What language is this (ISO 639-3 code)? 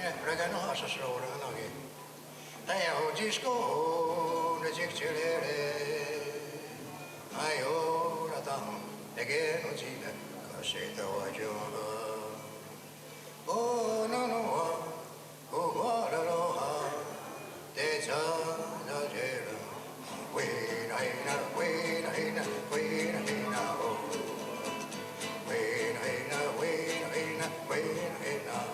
moh